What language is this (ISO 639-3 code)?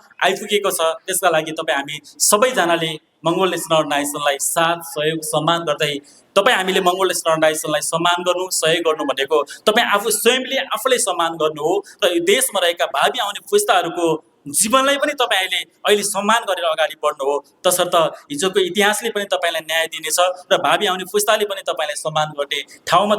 nep